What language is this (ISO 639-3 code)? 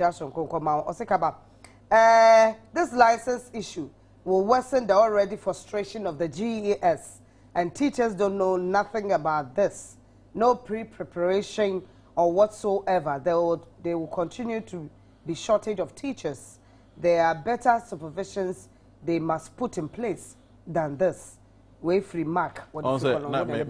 aka